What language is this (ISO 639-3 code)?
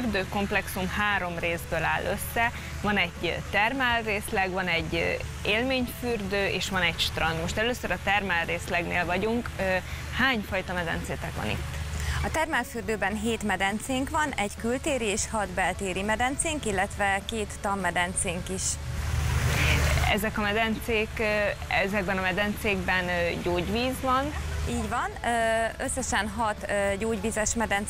hun